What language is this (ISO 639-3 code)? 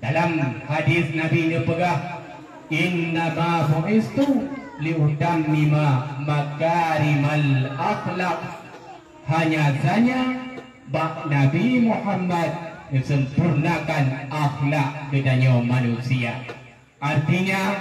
ace